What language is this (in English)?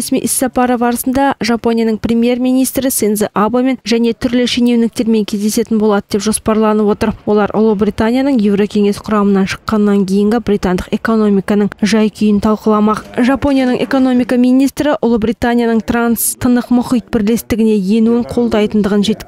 Kazakh